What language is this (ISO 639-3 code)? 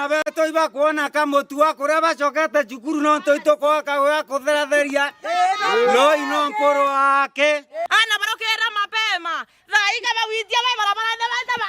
mer